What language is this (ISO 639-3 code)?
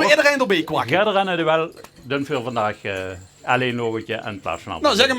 lim